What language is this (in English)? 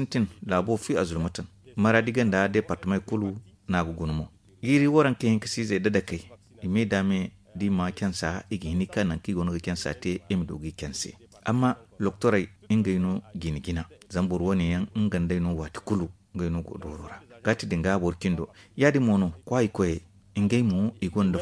Zarma